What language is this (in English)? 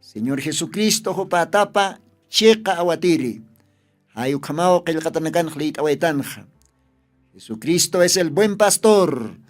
Aymara